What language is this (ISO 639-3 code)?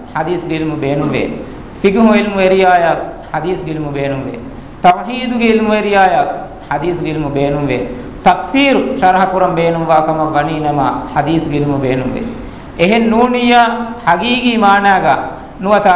div